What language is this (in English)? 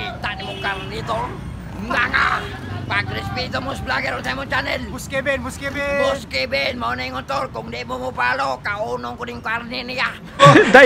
Cebuano